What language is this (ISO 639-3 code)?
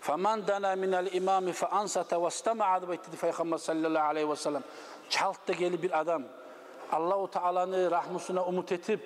kum